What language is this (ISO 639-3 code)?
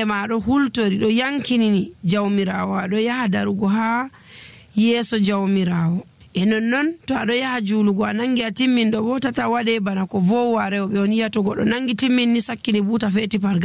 fuv